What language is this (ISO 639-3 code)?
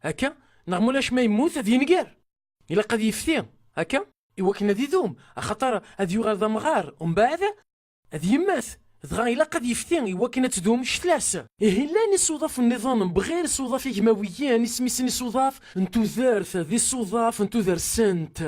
kab